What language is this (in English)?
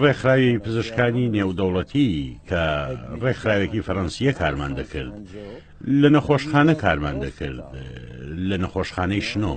Central Kurdish